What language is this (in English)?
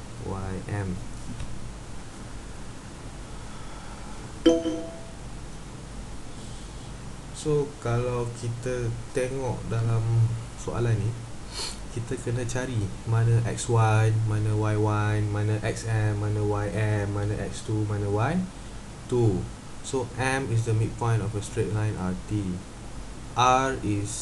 Malay